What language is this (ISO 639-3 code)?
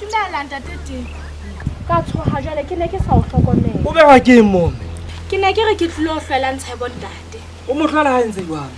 sot